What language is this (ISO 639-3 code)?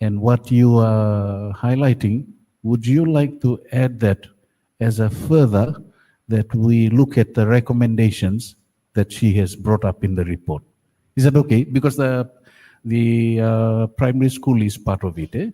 gil